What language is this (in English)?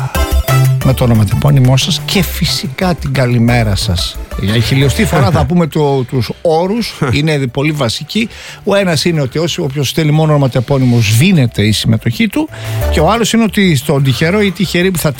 Greek